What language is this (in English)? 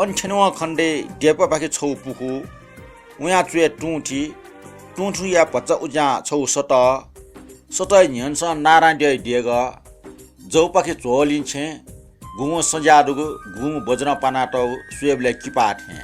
Newari